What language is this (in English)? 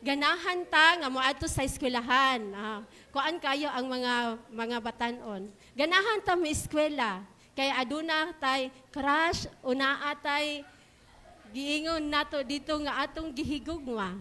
Cebuano